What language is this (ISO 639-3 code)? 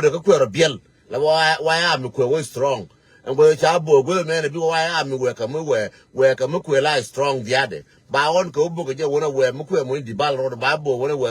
nus